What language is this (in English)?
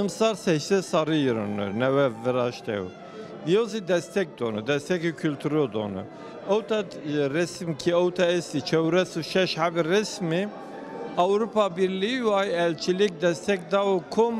Kurdish